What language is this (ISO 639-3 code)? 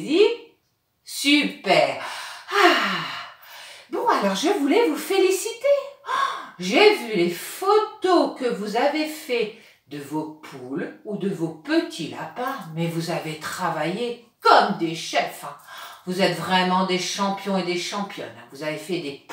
fra